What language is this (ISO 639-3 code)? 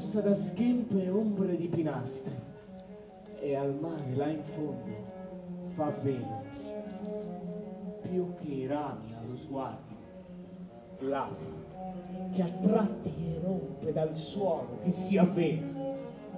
ita